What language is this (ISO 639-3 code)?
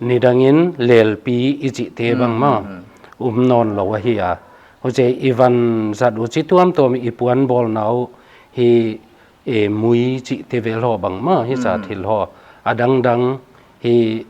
pck